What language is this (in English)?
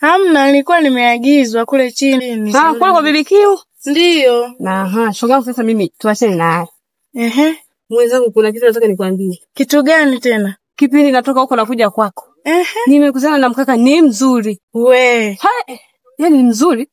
Swahili